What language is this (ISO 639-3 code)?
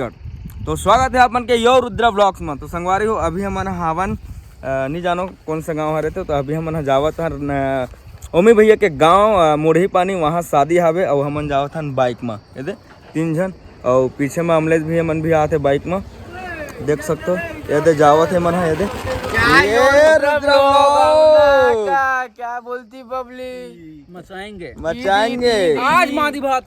hne